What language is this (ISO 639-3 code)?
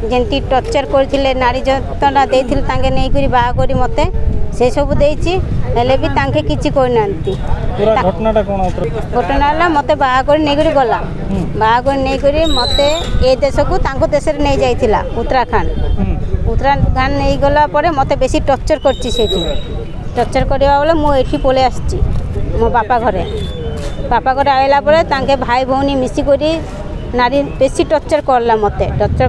ori